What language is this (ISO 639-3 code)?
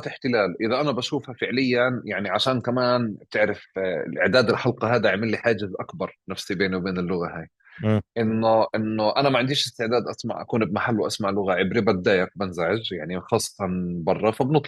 apc